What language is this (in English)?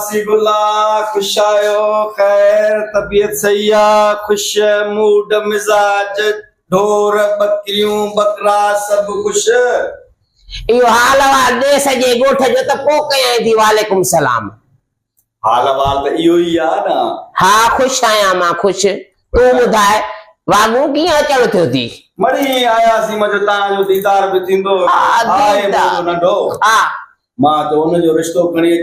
Sindhi